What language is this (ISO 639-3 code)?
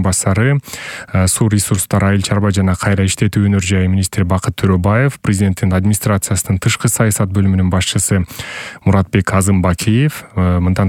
kir